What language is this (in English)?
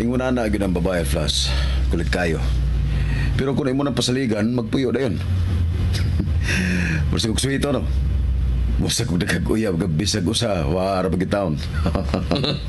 Cebuano